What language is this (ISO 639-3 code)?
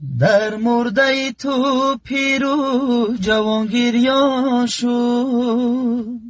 tgk